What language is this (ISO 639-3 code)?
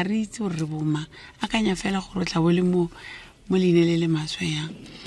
tsn